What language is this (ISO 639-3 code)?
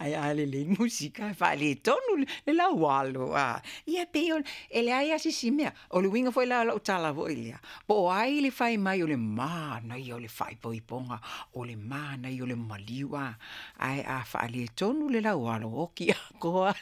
smo